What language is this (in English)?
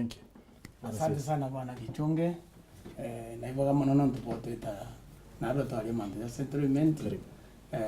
Meru